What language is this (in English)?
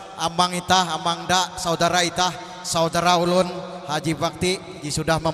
Banjar